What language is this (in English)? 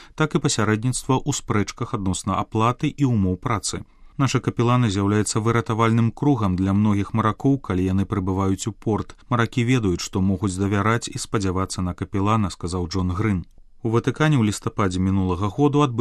Belarusian